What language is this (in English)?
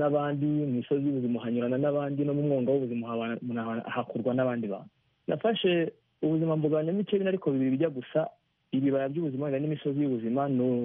Kinyarwanda